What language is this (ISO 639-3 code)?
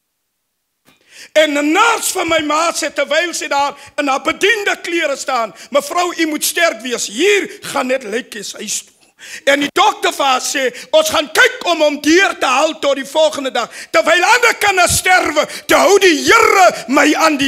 afr